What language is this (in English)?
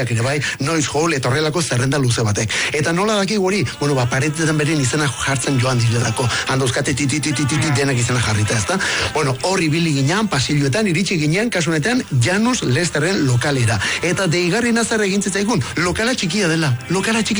Basque